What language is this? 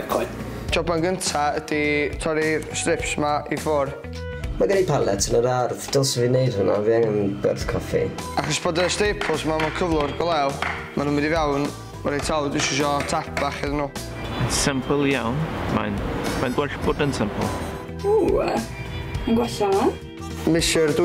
Welsh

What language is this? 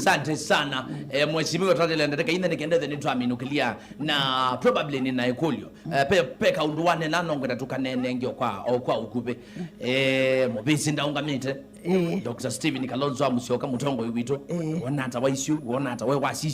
Kamba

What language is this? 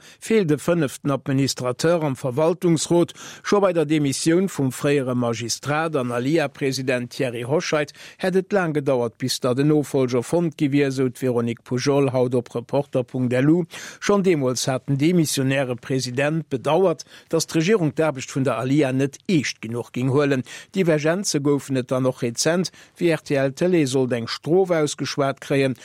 Luxembourgish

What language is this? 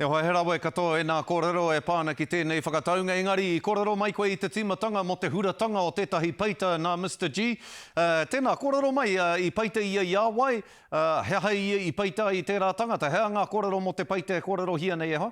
Māori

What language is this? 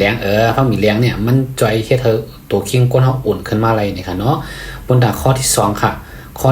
Shan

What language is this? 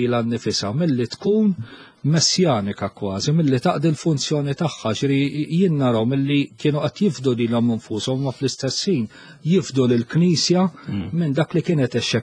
Maltese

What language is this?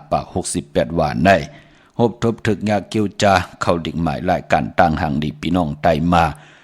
Shan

